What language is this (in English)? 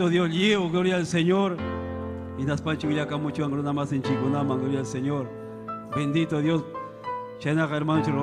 Ayacucho Quechua